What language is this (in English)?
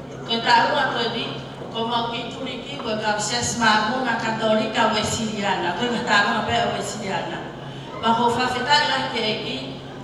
Tongan